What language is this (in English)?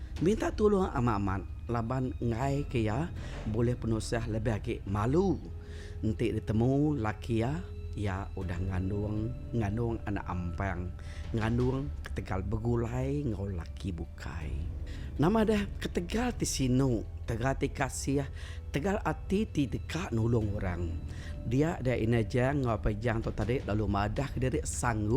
Iban